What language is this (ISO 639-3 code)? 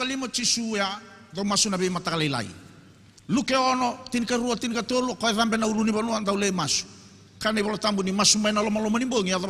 fij